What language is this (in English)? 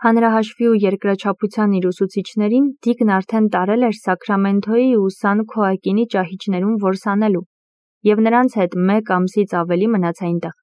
Armenian